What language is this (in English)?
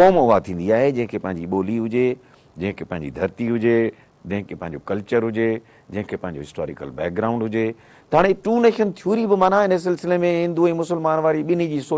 Sindhi